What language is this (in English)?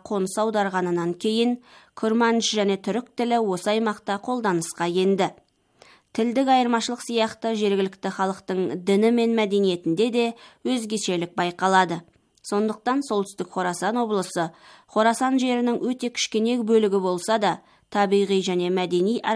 Kazakh